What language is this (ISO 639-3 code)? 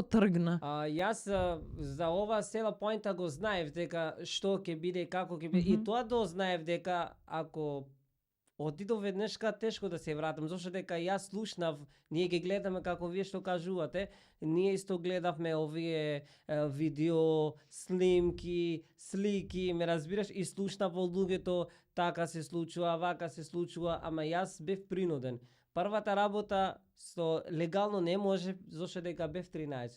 mkd